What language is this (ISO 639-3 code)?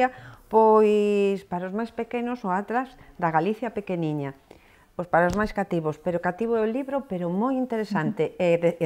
glg